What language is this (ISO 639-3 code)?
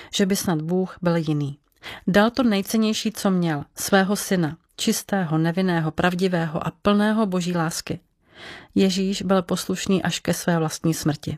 ces